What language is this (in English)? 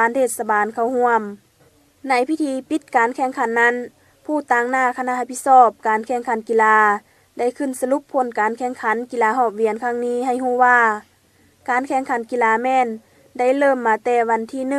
Lao